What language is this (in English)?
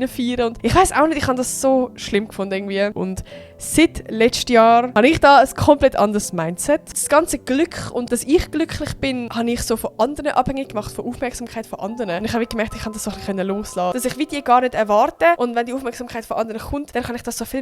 Swiss German